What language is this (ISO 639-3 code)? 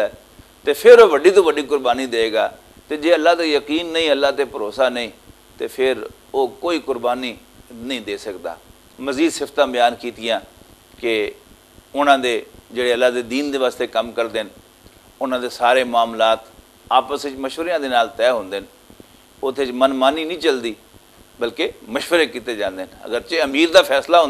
lah